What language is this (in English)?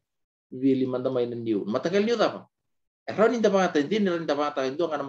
Fijian